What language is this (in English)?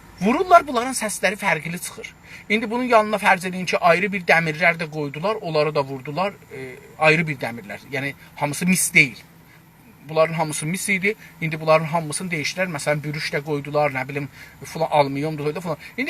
South Azerbaijani